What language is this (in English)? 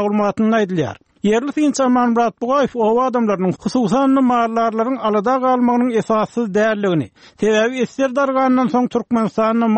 Turkmen